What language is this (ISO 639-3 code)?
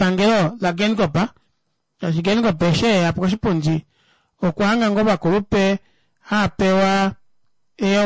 kua